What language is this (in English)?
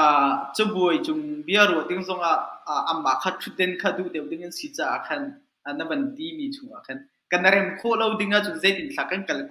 Hakha Chin